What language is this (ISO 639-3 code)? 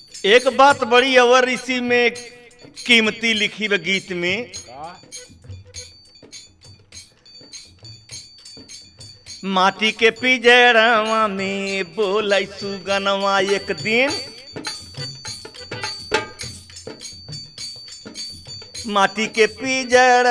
bho